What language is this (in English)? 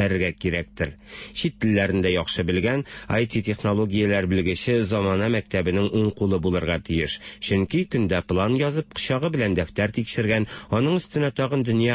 Tatar